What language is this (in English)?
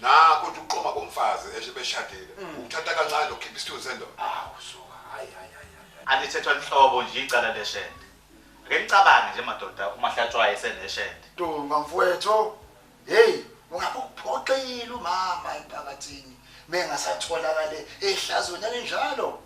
Zulu